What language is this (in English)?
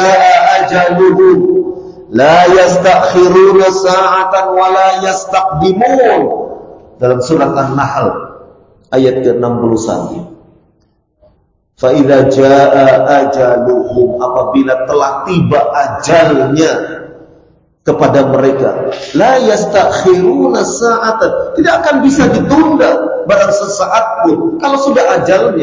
Indonesian